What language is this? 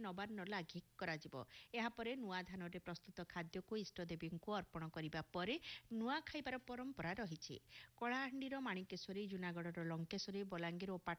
Odia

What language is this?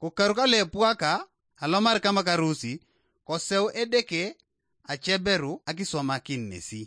Slovenian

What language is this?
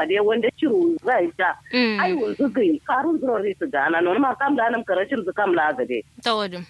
Kanuri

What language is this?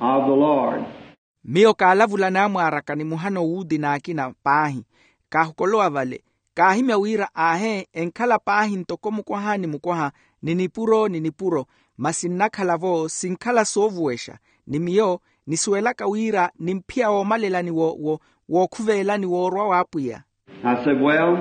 Makhuwa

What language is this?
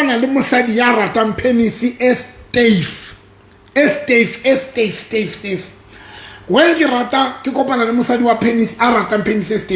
Southern Sotho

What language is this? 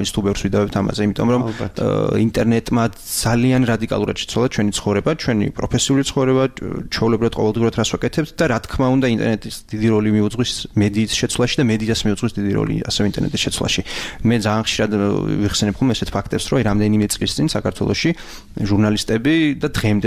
Georgian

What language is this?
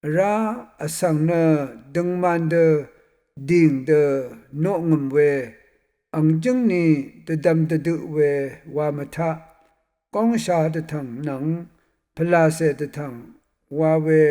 Rawang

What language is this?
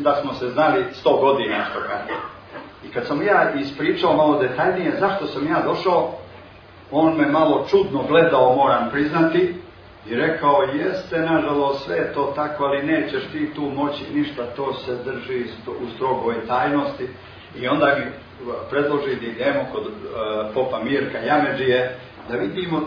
Serbian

